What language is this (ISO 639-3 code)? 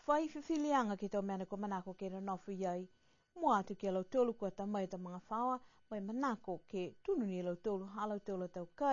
niu